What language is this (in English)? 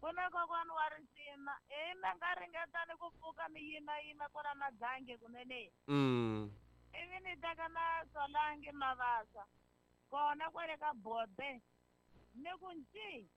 Tsonga